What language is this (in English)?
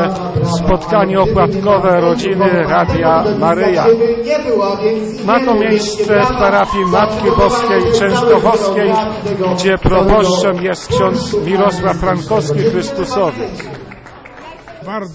Polish